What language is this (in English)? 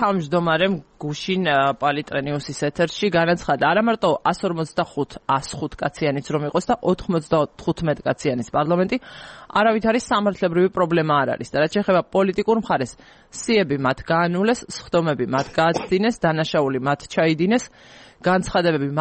Georgian